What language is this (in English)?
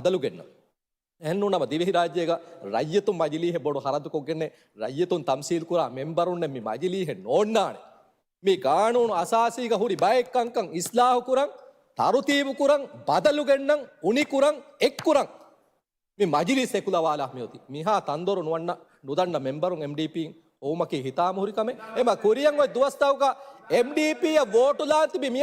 Divehi